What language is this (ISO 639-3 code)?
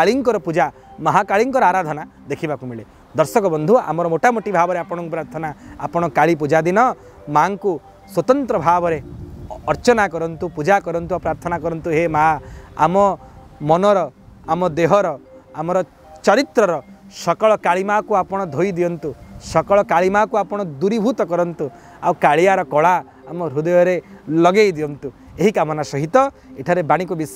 ori